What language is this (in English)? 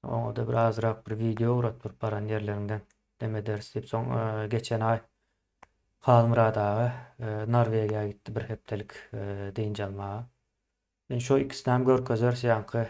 Turkmen